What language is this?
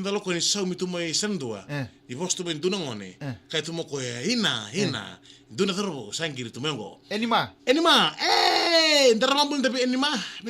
Fijian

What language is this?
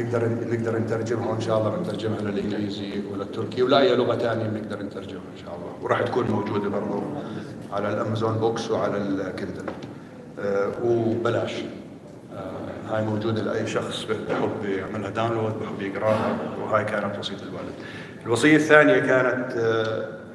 North Levantine Arabic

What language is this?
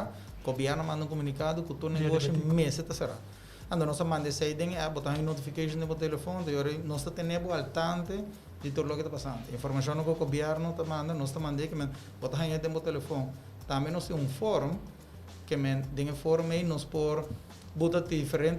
Papiamento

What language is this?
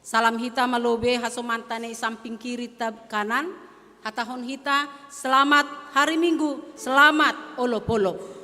Batak Simalungun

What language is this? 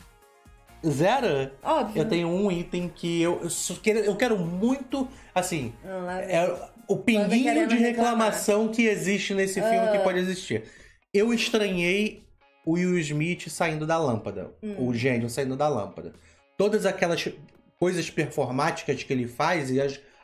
Portuguese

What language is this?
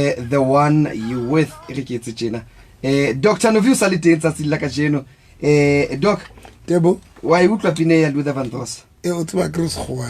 Southern Sotho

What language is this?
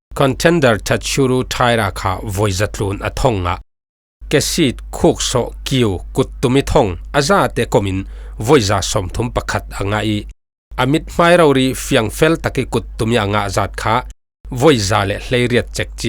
Falam Chin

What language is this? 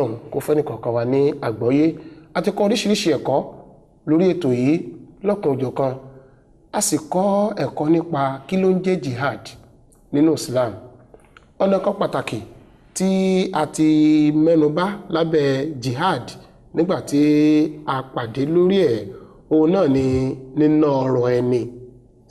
Yoruba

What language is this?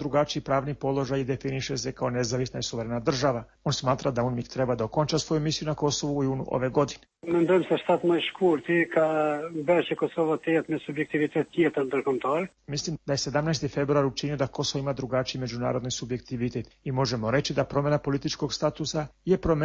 Serbian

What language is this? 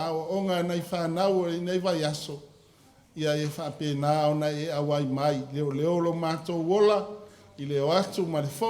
Samoan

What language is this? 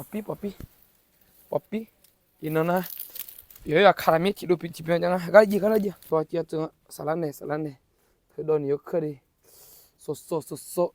Akha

